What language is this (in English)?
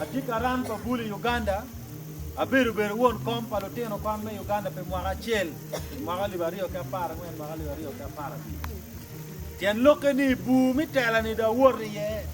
Acoli